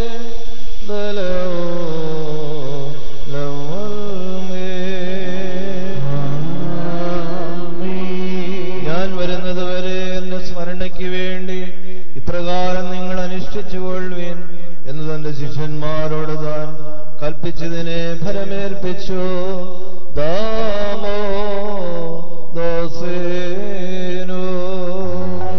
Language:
Malayalam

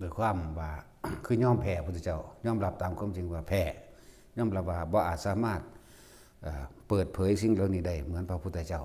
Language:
Lao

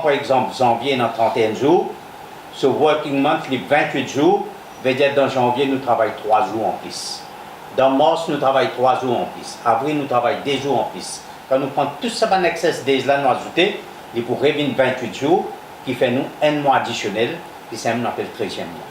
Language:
Morisyen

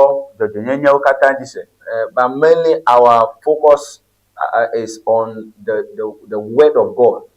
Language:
Ewe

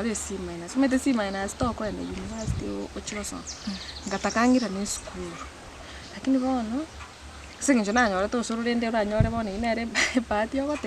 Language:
Gusii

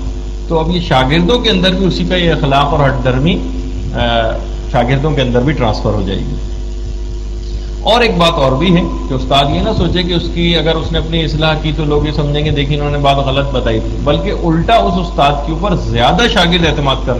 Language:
Urdu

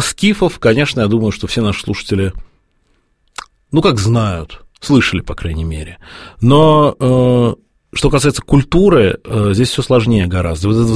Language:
Russian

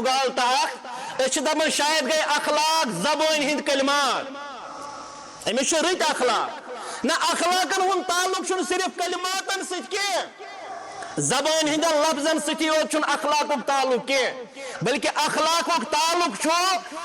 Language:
Kashmiri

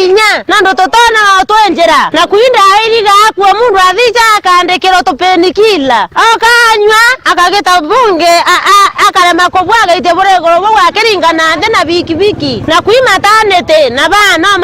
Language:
Meru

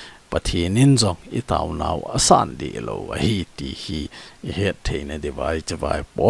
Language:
Thado Chin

